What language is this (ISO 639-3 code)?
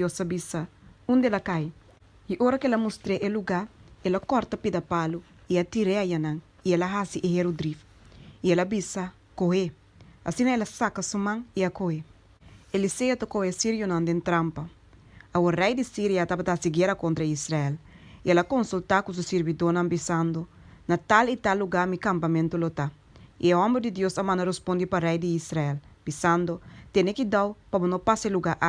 pap